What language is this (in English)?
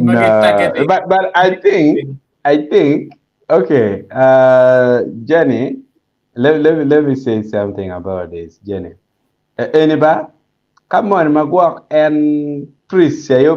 Acoli